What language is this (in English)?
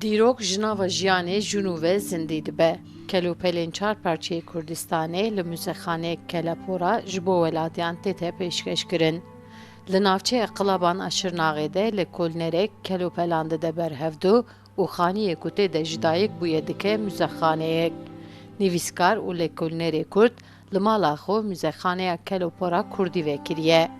Kurdish